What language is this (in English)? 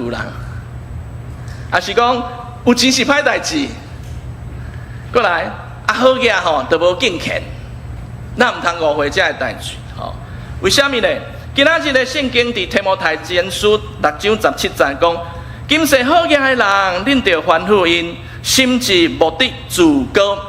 Min Nan Chinese